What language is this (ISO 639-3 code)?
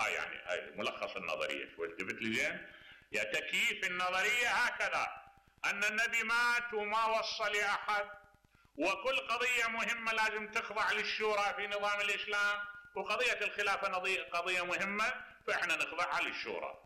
acm